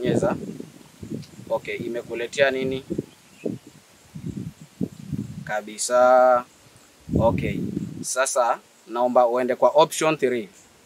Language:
Swahili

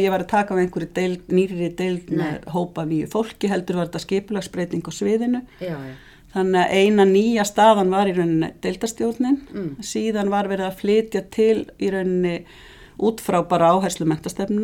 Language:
Icelandic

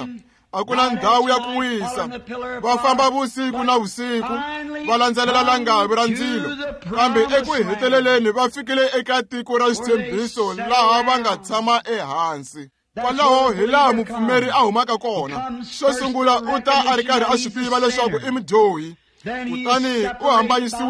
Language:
Tsonga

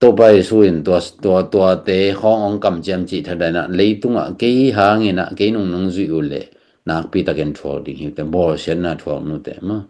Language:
Tedim Chin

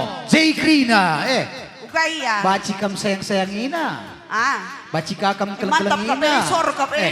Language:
Batak Karo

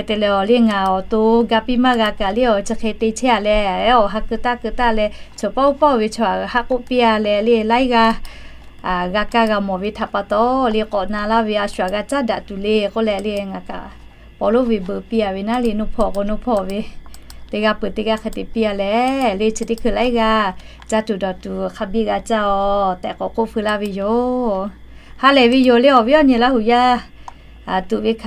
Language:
Lahu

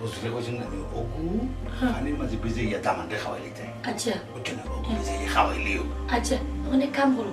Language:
Sylheti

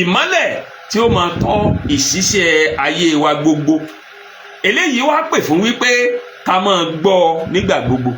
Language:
Yoruba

